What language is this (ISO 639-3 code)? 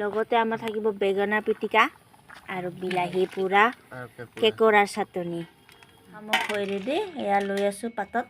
asm